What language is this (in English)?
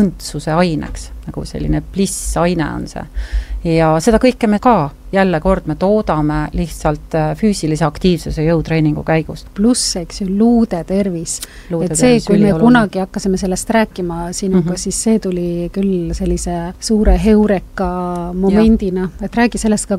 Estonian